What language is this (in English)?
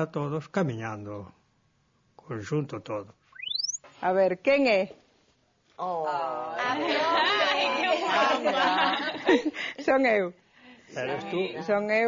Galician